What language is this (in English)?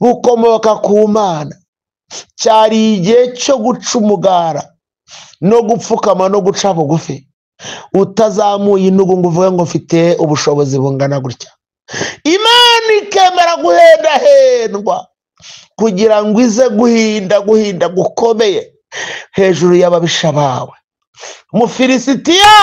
Kinyarwanda